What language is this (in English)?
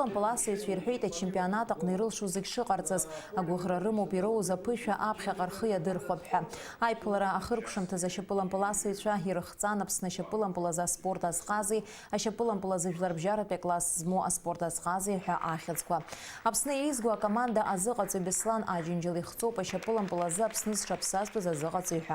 Abkhazian